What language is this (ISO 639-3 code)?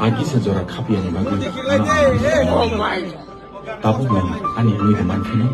trp